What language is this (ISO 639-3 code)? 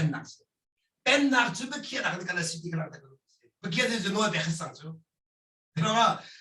cnh